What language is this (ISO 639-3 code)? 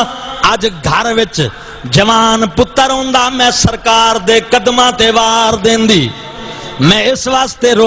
skr